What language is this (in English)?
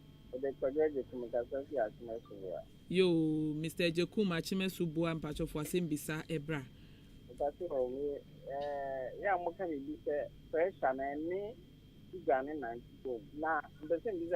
Akan